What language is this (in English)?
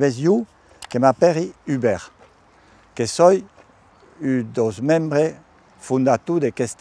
Occitan